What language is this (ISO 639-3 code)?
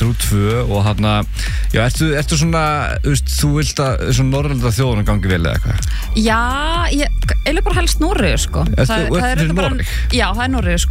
isl